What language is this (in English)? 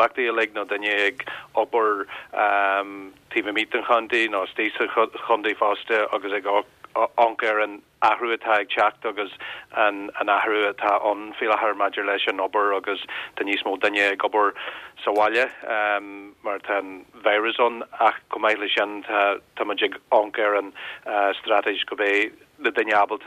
Irish